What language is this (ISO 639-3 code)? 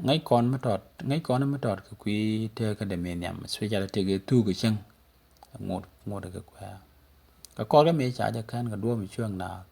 nus